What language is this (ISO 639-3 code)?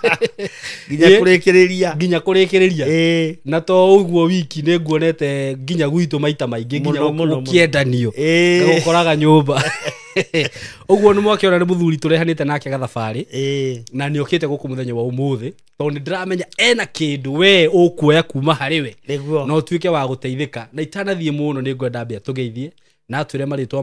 kik